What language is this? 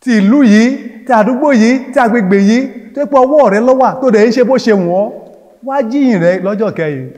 Yoruba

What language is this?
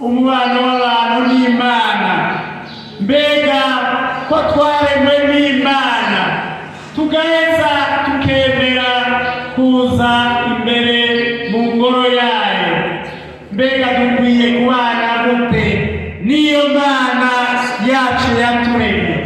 Rundi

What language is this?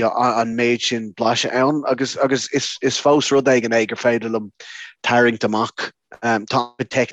Irish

